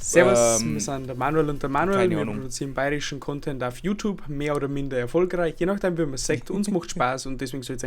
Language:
Bavarian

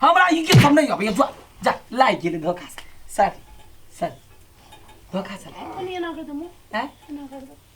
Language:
Maithili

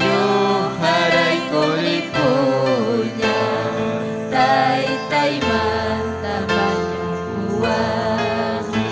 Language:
Ayacucho Quechua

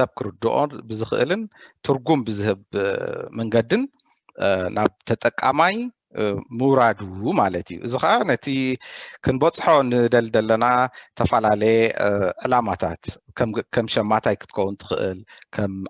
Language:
Tigrinya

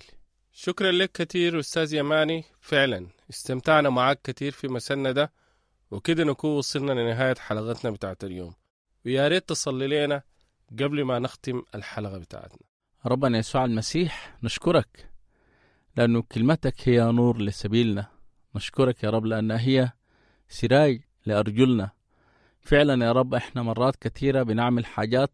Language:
Sudanese Arabic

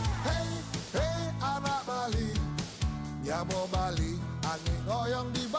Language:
Balinese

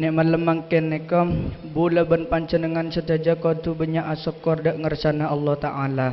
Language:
Madurese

